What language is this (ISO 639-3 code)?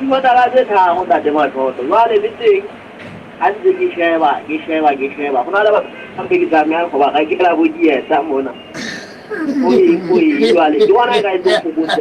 sot